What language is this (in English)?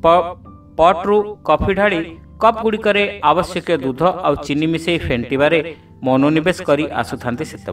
Odia